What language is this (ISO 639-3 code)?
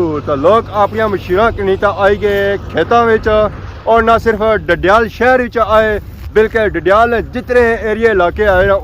phr